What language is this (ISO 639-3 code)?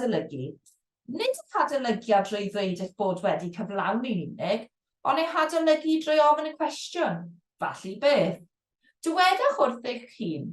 cym